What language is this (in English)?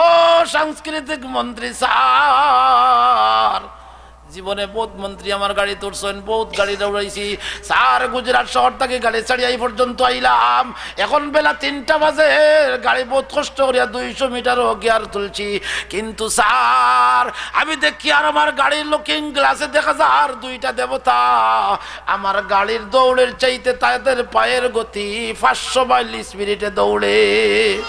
Sylheti